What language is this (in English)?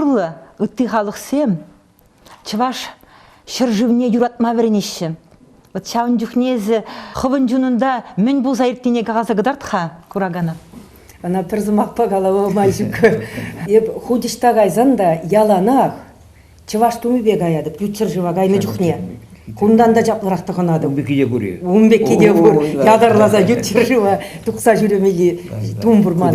Chuvash